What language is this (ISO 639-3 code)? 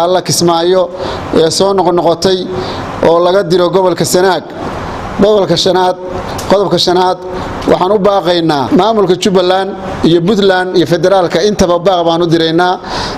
som